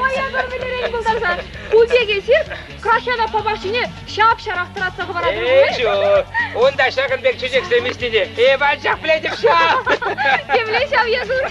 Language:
Chuvash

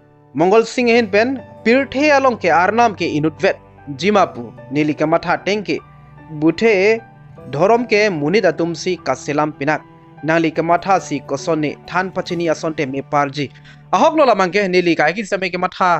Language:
Karbi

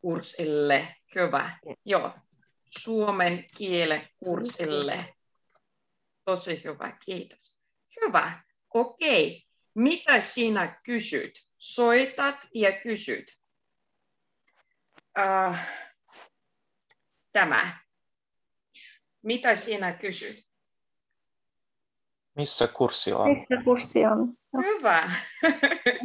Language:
Finnish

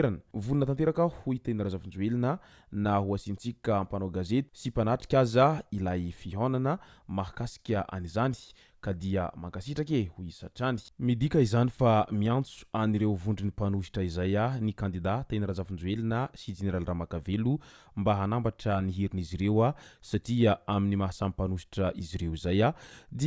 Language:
Malagasy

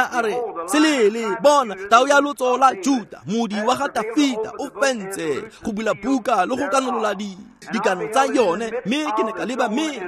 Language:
Tswana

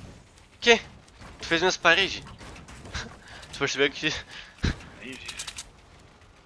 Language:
Portuguese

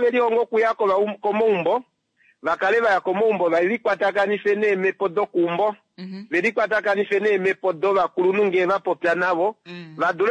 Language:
Kuanyama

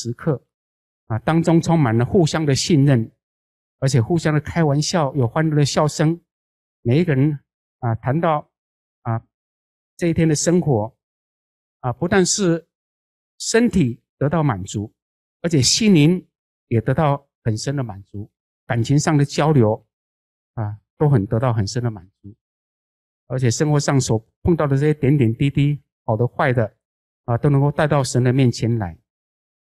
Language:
Chinese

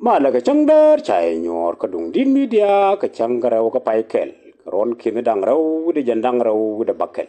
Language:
Nuer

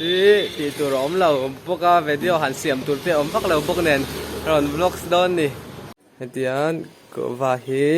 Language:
Mizo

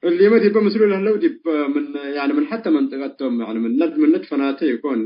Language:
Tigre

